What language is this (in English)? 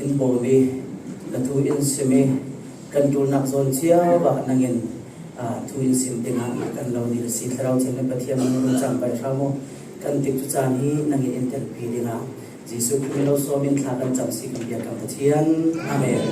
Falam Chin